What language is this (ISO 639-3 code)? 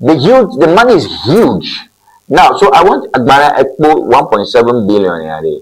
ewe